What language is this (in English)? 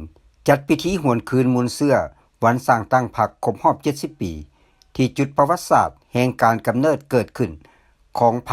Lao